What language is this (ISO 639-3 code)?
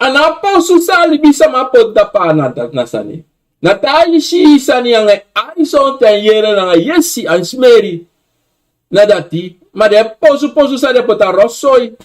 srn